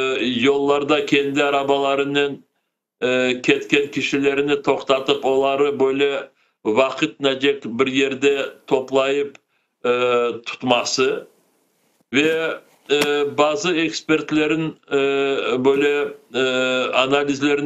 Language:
Crimean Tatar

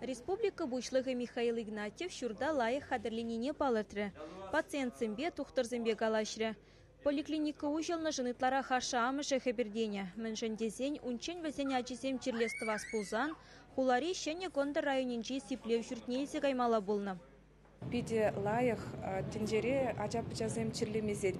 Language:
Chuvash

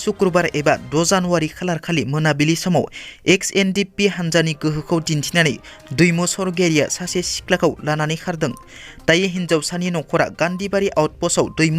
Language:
Bodo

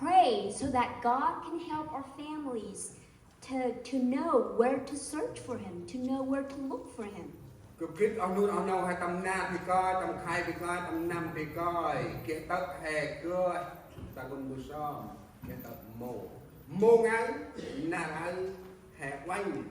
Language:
Central Mnong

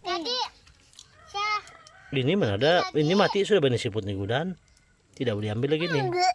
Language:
Sabah Malay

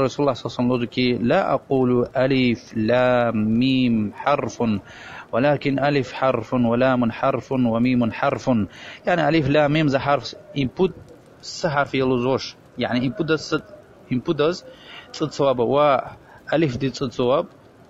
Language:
Lezghian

